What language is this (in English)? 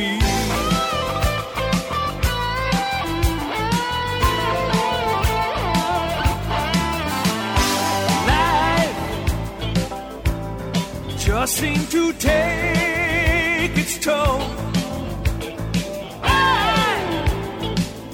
Estonian